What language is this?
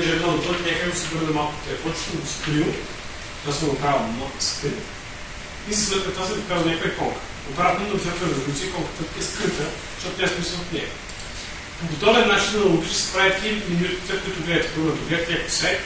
Bulgarian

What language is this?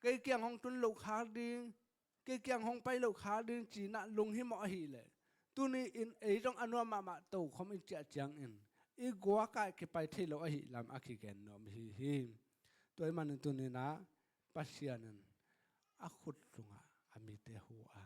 Tedim Chin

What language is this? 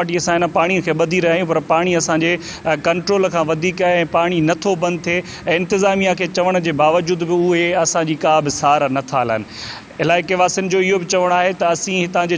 Sindhi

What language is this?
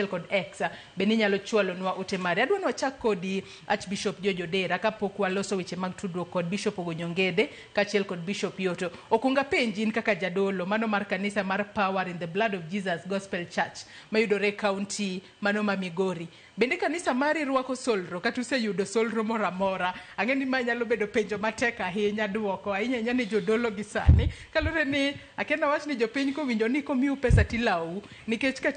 Luo (Kenya and Tanzania)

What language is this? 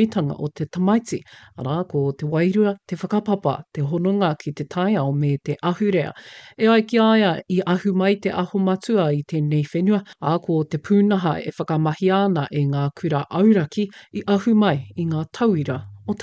Māori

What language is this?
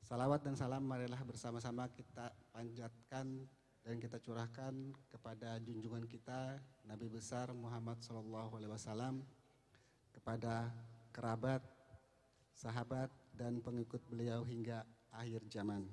Banjar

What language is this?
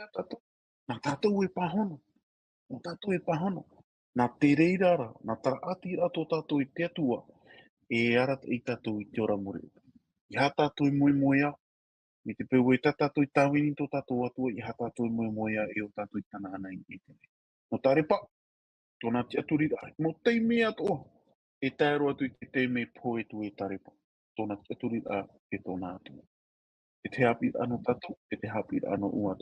Tahitian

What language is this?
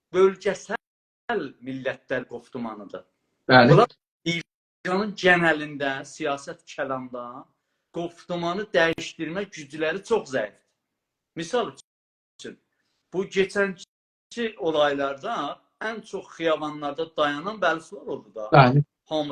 South Azerbaijani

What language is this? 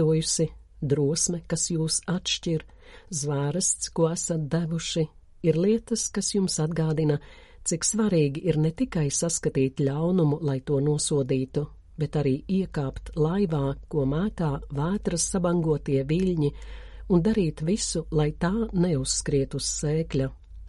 Latvian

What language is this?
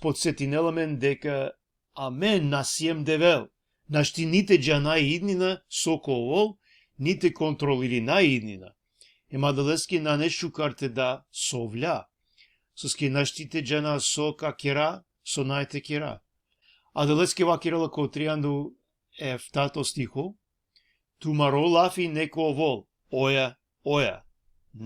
Balkan Romani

